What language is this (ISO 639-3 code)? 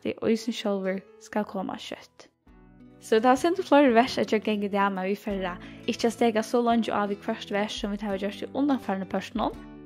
fao